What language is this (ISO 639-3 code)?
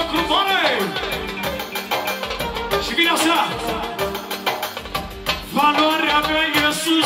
ron